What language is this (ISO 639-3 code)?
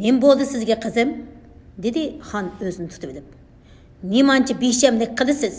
uig